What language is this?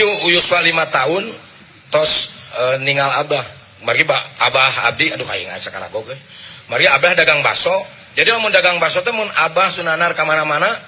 Sundanese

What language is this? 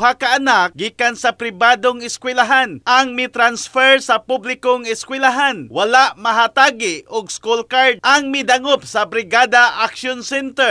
Cebuano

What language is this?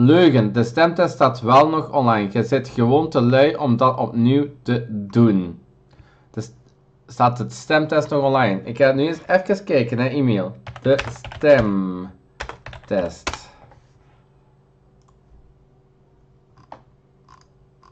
Dutch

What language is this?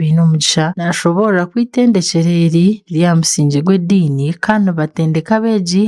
Nyankole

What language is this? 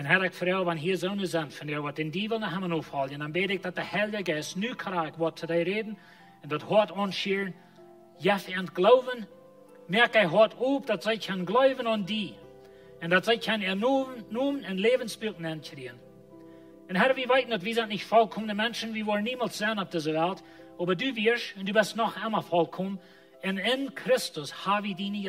Plautdietsch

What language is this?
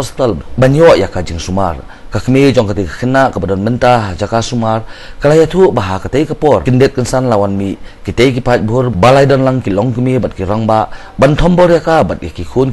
Khasi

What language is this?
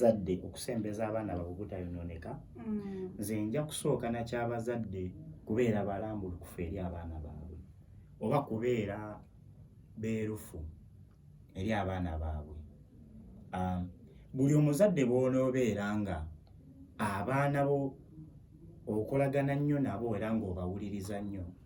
Ganda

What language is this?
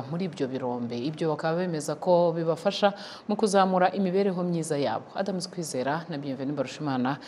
Kinyarwanda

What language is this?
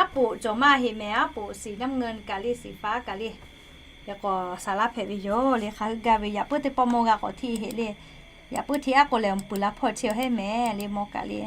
Lahu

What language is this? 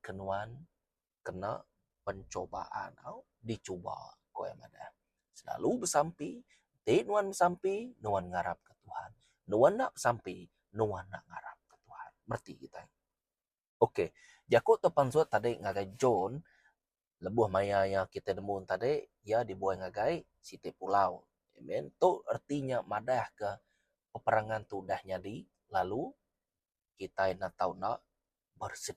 Iban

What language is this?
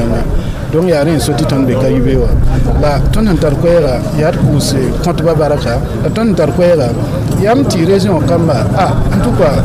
Mossi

